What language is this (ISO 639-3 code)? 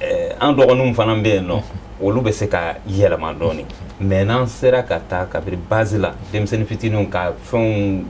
bam